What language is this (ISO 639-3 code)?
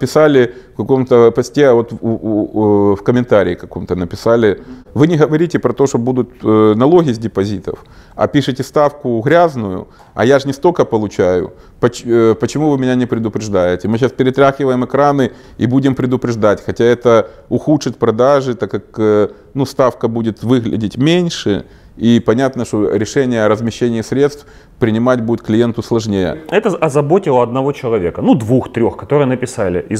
rus